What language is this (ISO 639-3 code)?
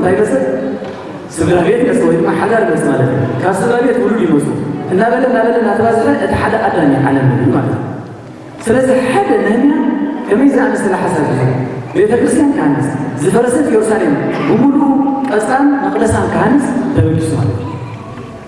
tir